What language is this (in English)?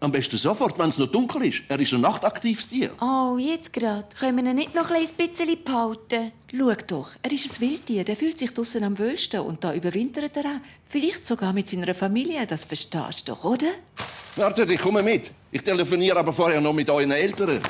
Swiss German